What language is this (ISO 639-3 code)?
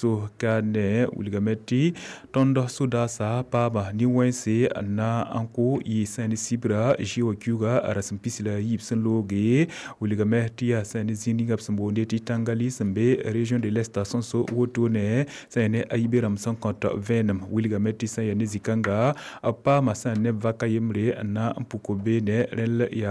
mos